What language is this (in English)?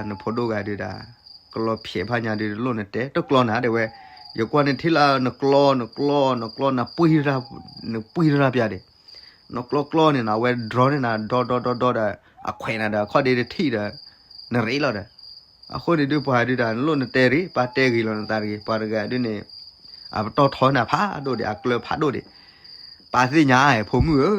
S'gaw Karen